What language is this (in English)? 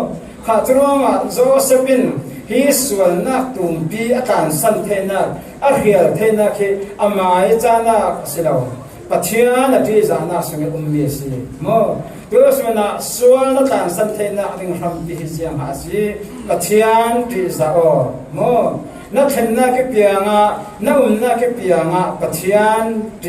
Falam Chin